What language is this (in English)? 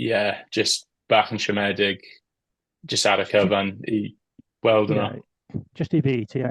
Welsh